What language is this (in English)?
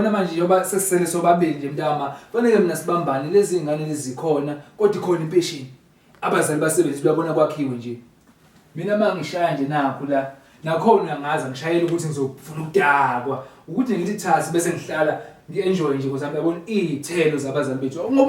Zulu